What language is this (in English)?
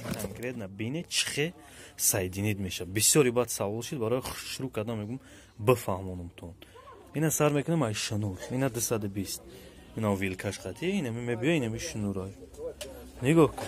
Tajik